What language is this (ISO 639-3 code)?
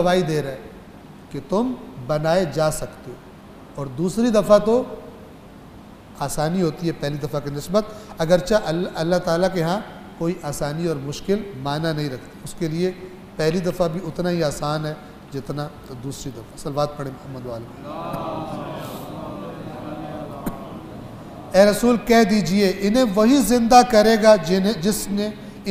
urd